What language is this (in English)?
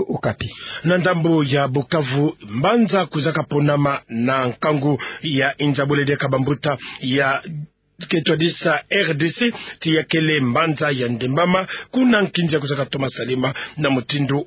Kituba (Democratic Republic of Congo)